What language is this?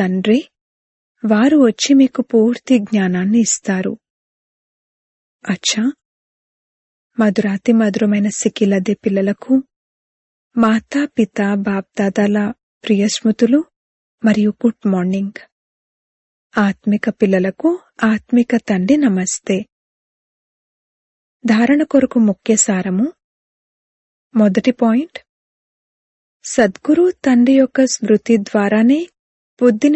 Telugu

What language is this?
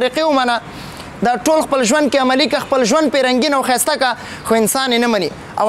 Pashto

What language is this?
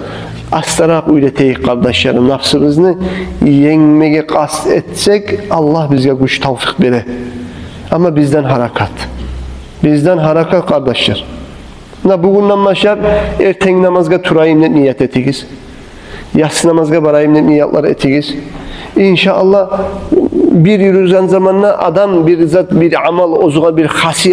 Kumyk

